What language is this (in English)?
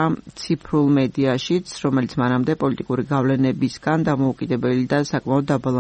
Georgian